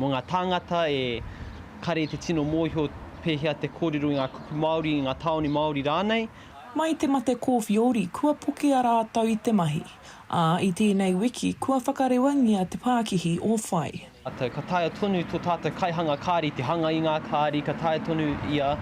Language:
Māori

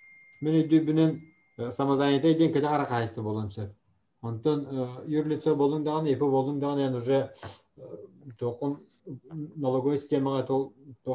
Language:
Yakut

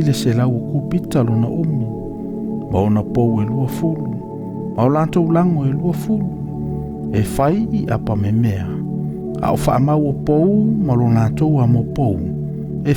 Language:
Samoan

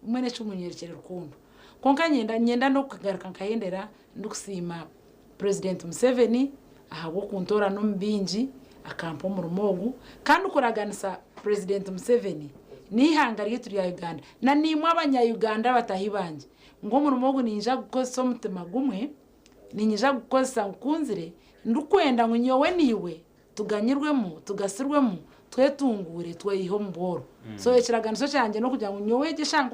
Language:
Nyankole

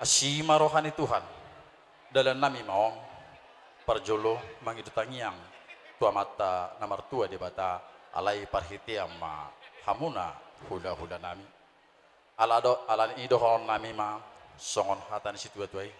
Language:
Batak Toba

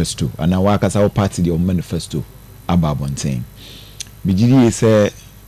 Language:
Akan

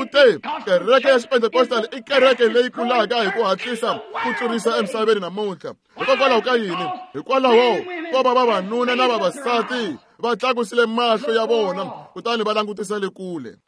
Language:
Tsonga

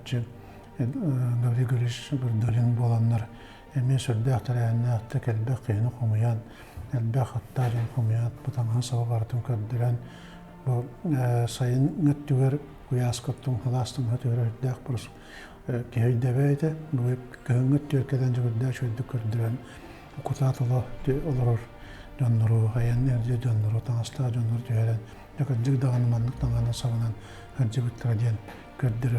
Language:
Yakut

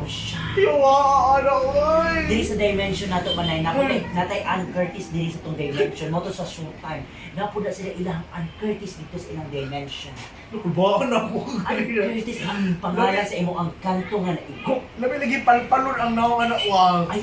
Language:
Cebuano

